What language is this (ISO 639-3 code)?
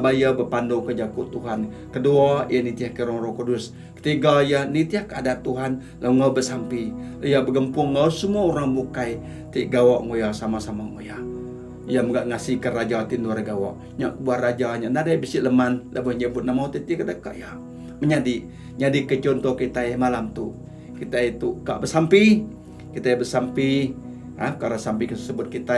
iba